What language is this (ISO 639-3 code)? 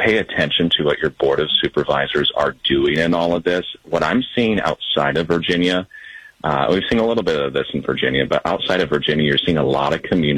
eng